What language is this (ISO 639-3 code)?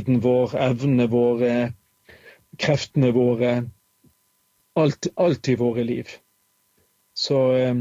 nor